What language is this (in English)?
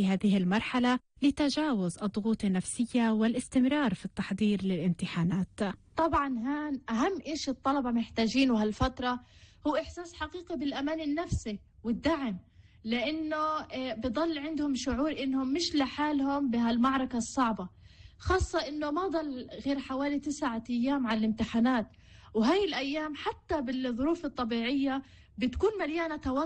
North Levantine Arabic